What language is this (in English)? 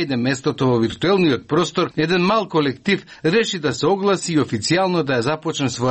Macedonian